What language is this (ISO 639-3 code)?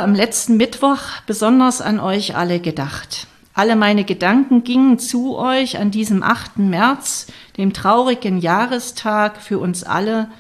deu